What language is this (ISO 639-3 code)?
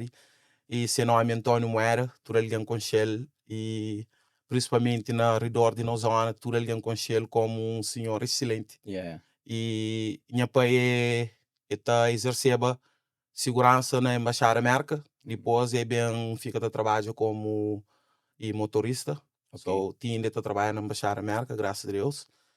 kea